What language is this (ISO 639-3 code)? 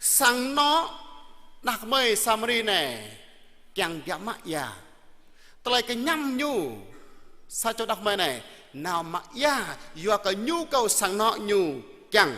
jra